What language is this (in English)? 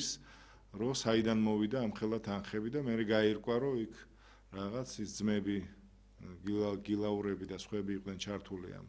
Georgian